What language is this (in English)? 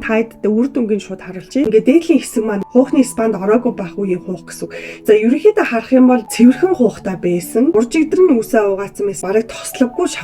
Mongolian